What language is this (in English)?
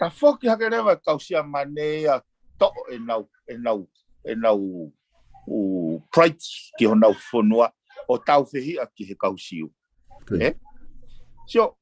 Tongan